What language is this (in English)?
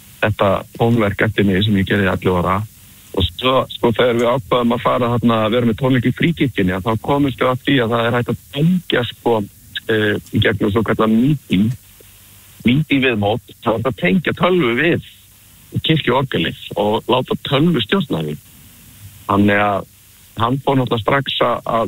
Icelandic